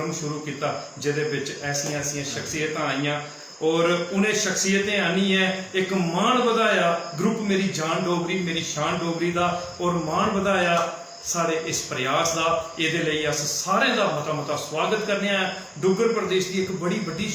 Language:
Dogri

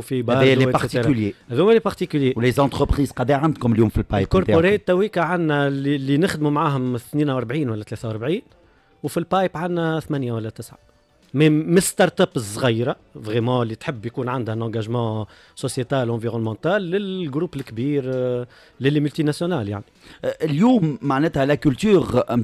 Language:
Tunisian Arabic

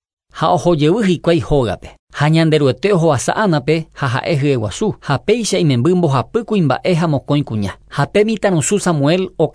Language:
Guarani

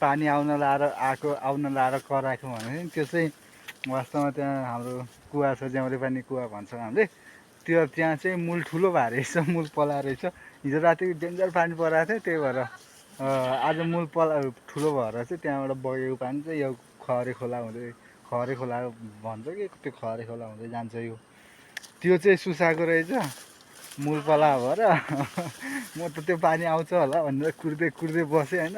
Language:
Nepali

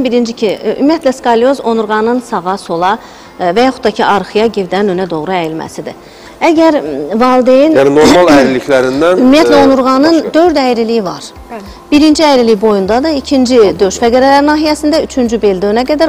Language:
Azerbaijani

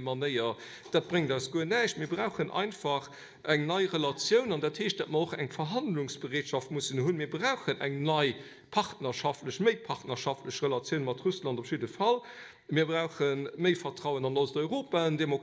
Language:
Luxembourgish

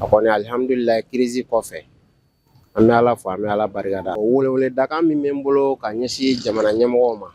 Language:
Bambara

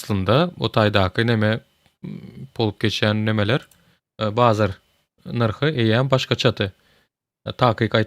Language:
Turkmen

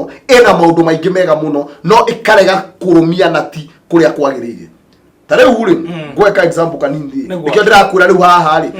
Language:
Kikuyu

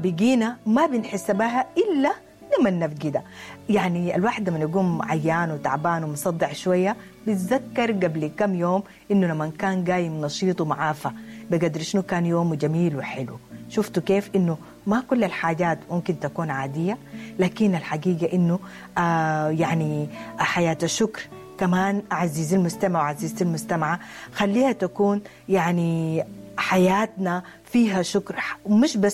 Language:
Sudanese Arabic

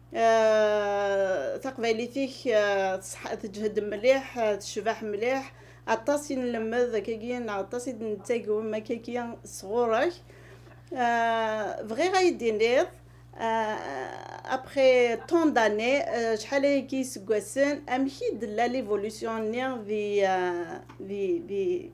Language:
Kabyle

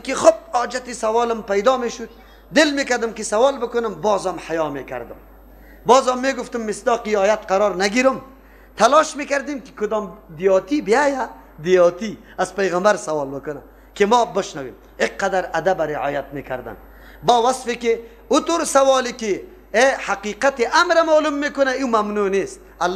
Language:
Persian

